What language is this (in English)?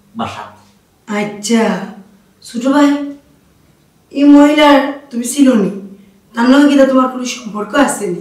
Sylheti